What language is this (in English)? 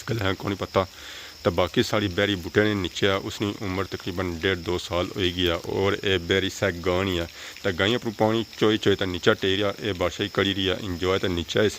Pahari-Potwari